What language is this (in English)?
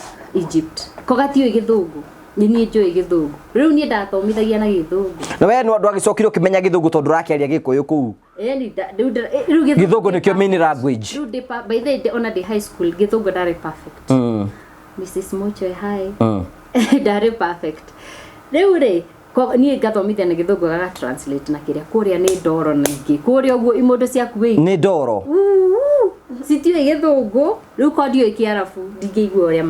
Kikuyu